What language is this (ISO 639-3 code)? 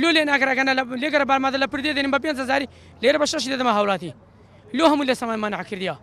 ckb